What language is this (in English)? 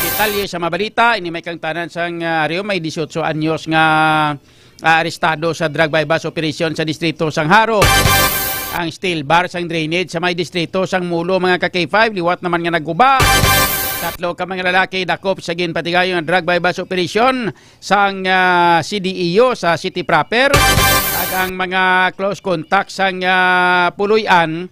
Hiligaynon